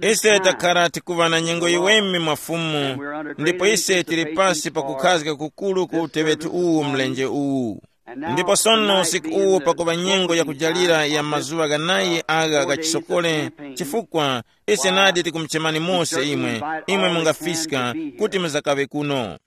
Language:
Tumbuka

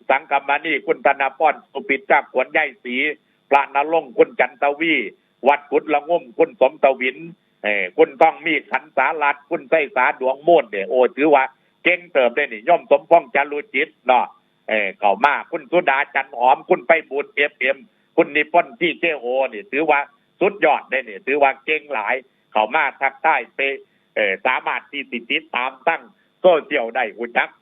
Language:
Northeastern Thai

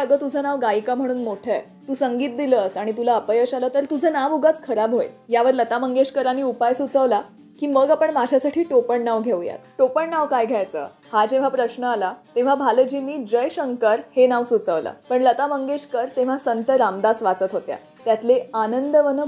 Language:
Marathi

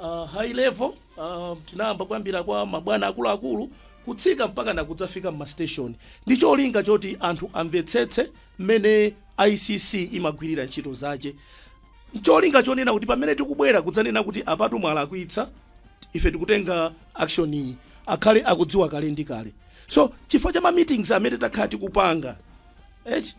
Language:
Nyanja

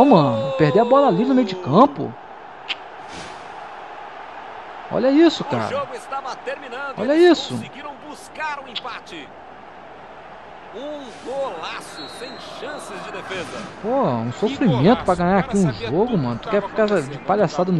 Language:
Portuguese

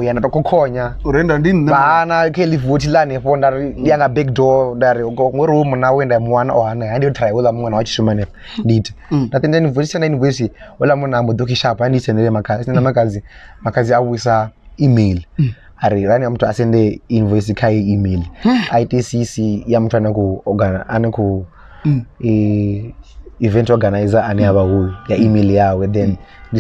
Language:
Venda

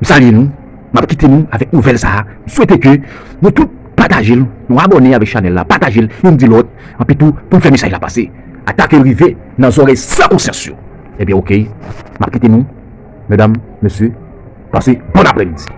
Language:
Haitian Creole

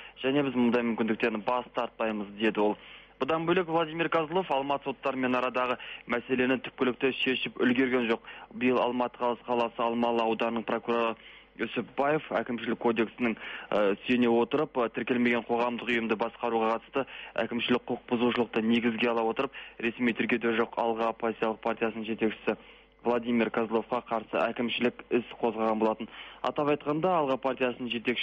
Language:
Kazakh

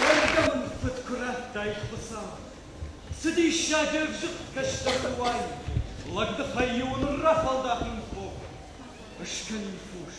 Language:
Ossetic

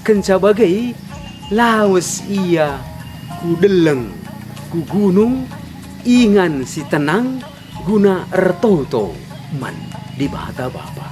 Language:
Batak Karo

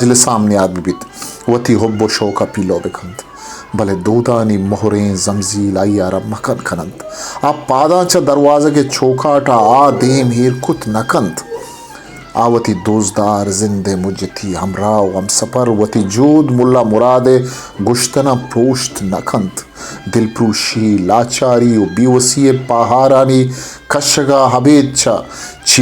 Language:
Baluchi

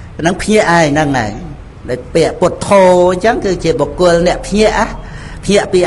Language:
Khmer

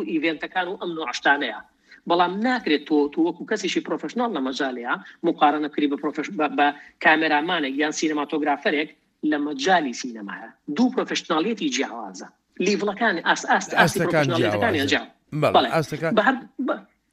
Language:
Central Kurdish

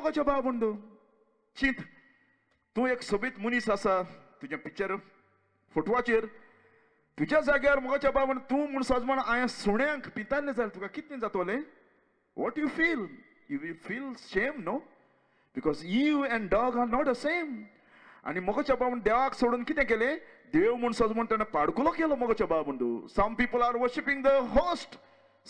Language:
Konkani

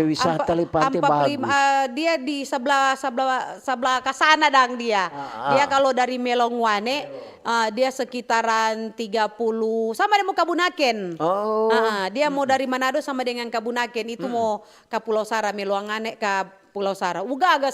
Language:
Manado Malay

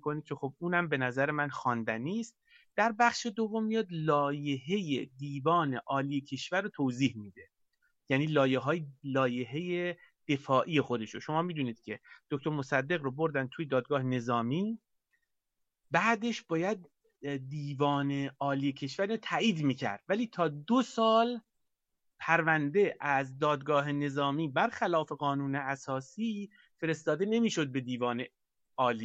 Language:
Persian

